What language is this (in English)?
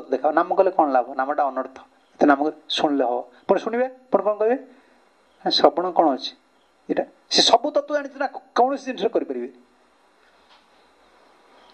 Odia